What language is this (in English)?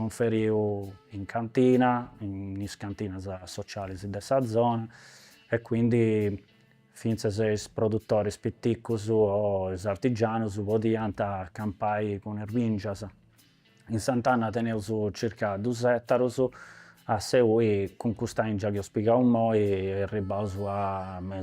Sardinian